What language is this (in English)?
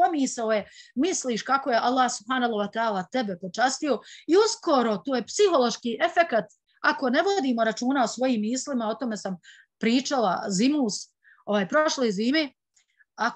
Bosnian